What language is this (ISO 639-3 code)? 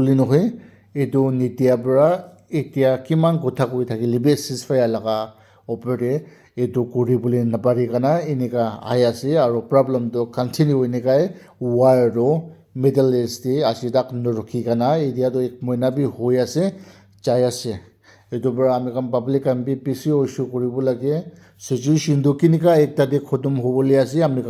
nag